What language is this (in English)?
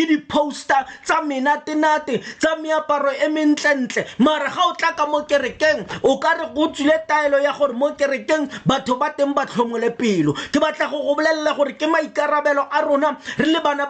Tswana